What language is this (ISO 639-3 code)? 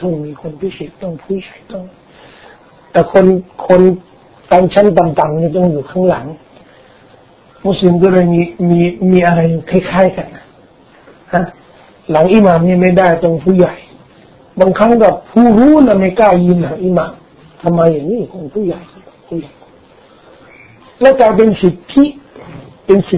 tha